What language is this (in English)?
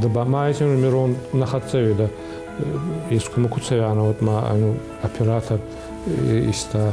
Ossetic